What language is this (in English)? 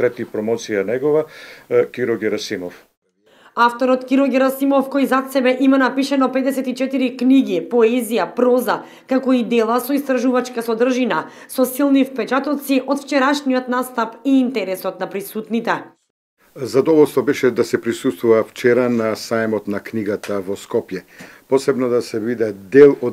Macedonian